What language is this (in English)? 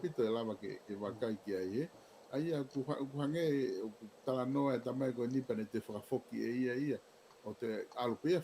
Tongan